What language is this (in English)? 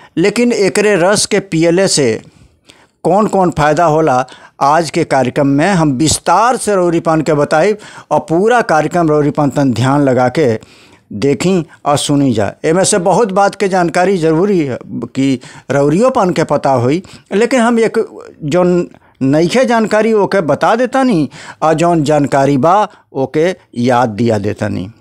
Bhojpuri